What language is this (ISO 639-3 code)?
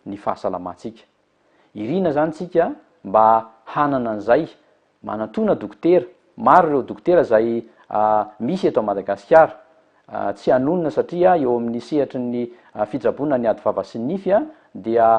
mlg